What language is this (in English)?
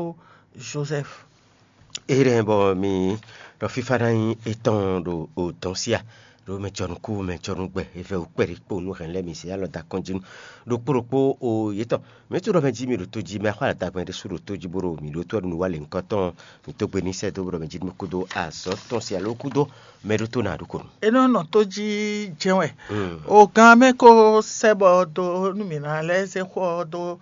Fon